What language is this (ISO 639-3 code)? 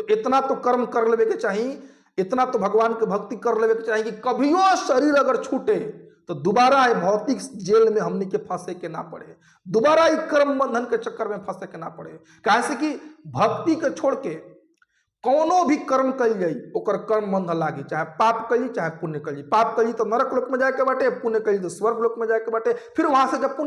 bho